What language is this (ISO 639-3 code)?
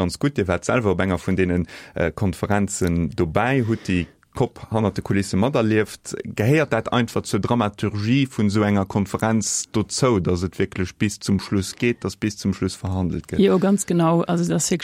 ltz